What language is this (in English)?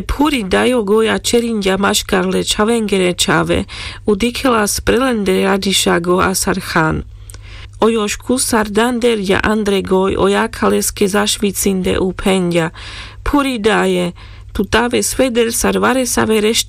Carpathian Romani